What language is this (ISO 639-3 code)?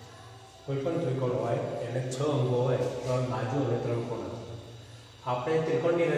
guj